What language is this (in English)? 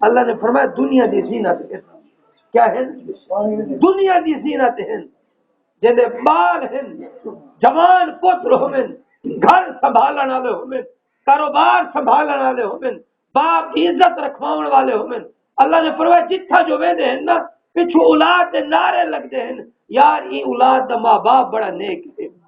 Saraiki